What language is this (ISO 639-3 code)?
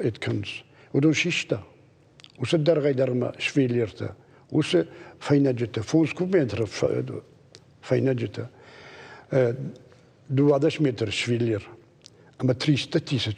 oss